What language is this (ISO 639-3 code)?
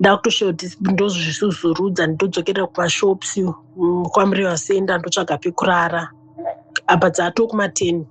sna